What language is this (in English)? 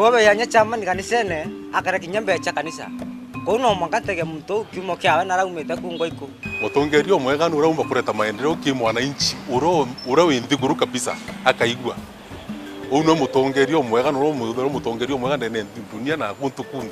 Meru